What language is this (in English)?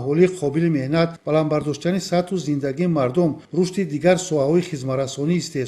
Tajik